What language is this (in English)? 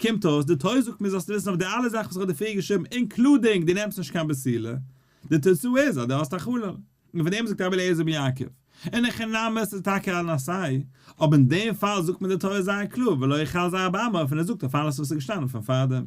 Yiddish